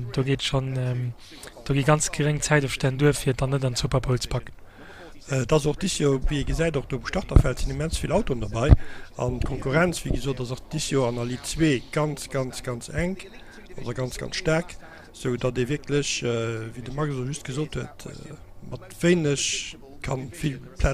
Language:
Luxembourgish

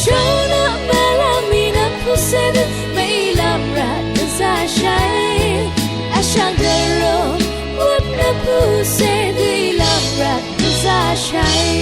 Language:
Rawang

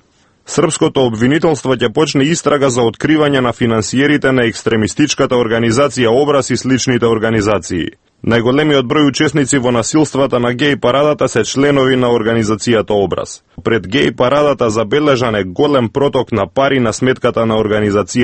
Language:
Macedonian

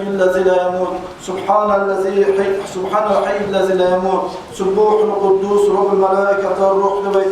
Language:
Kumyk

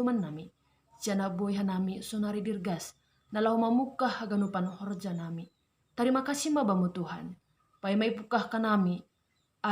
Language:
Batak Simalungun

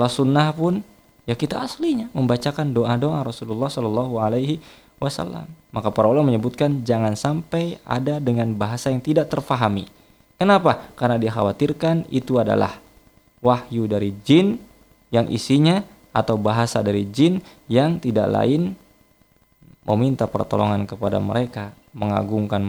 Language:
Indonesian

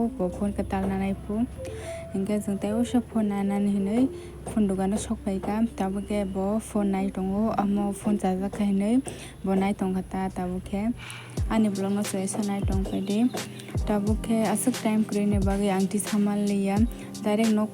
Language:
Kok Borok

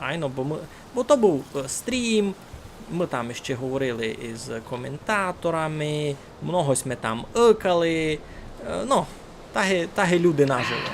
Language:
Rusyn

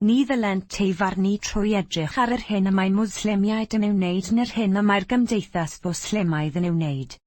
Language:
Welsh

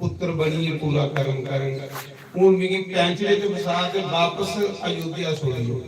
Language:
Dogri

